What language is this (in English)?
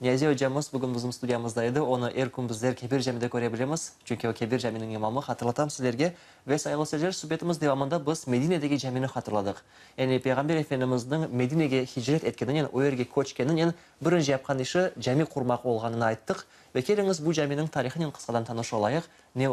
Crimean Tatar